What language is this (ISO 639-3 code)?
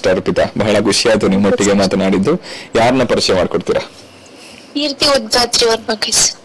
kan